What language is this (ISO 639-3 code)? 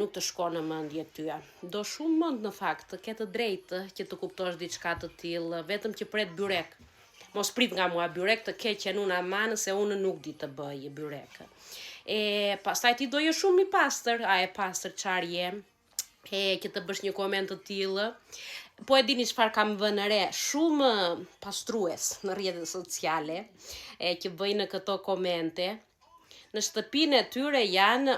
sqi